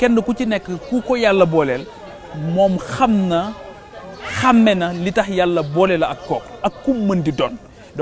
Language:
Wolof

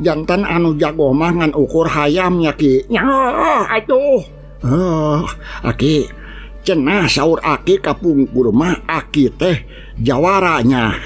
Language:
Sundanese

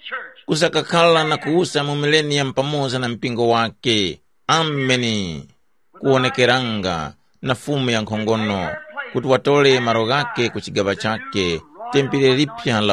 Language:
Tumbuka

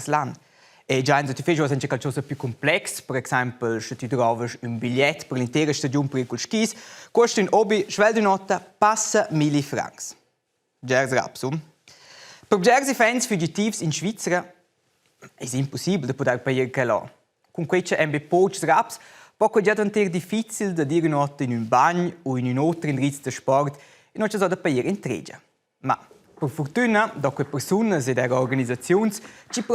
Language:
Romansh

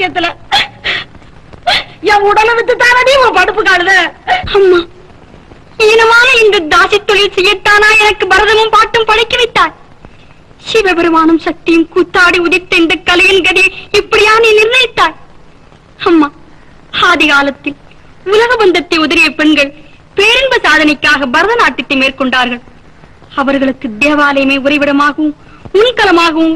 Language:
Tamil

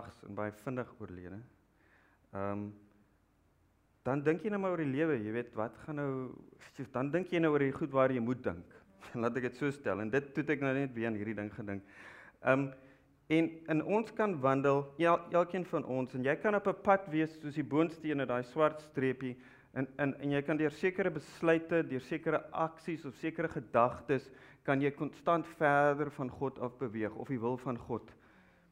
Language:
Afrikaans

